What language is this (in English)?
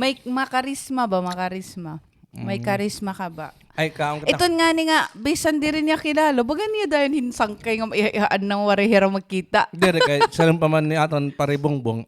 Waray